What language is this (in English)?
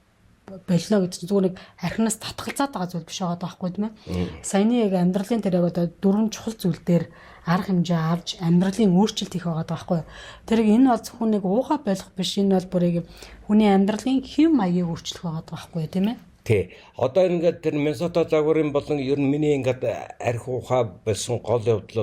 Mongolian